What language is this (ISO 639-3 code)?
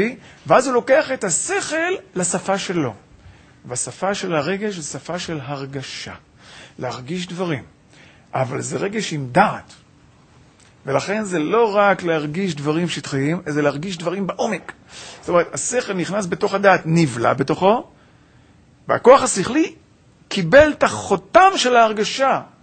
heb